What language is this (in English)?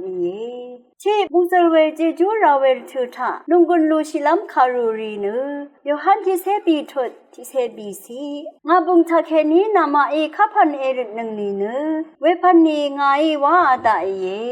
Rawang